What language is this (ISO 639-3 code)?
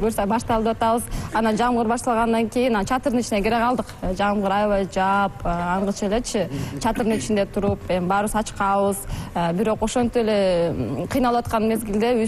kir